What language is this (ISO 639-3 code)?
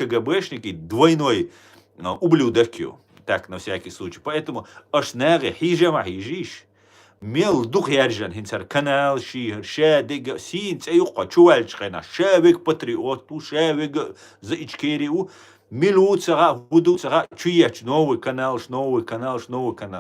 che